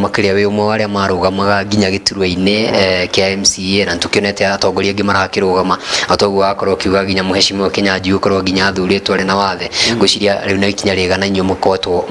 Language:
Kikuyu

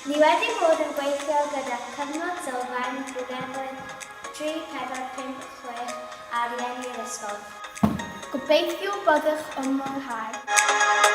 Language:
Welsh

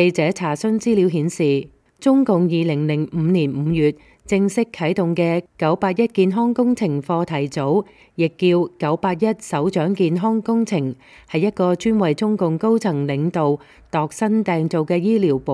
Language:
Cantonese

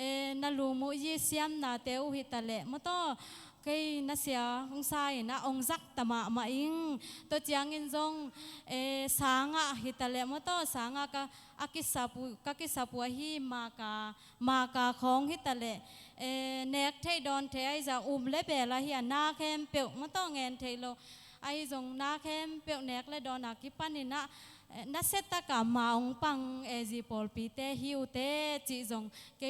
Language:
Tedim Chin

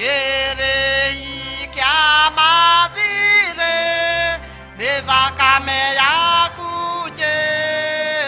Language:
Kikuyu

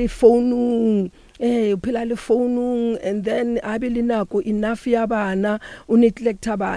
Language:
Northern Sotho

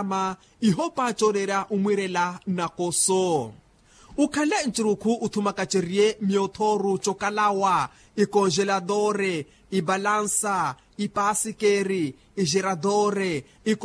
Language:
Makhuwa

